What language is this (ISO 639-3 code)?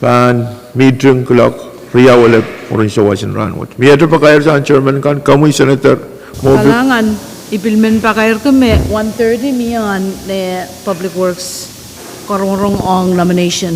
pon